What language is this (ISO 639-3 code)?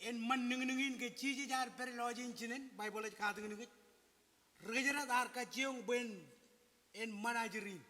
mah